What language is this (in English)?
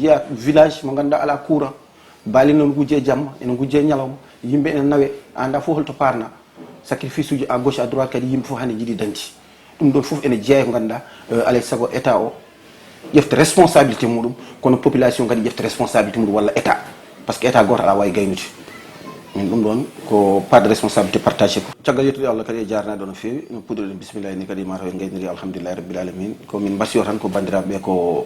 Fula